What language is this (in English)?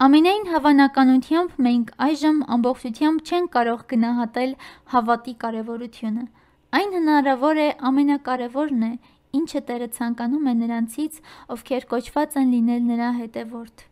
Armenian